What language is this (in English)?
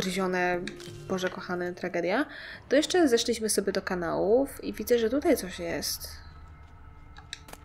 Polish